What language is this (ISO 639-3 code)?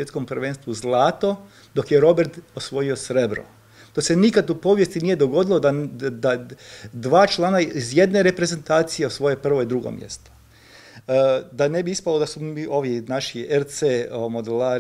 hrv